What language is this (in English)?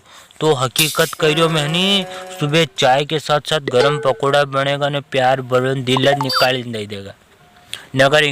Rajasthani